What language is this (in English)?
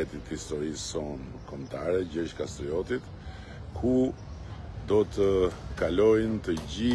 Albanian